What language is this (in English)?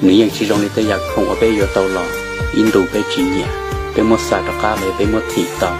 Hmong